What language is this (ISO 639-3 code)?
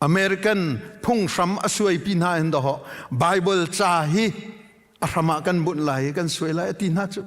cnh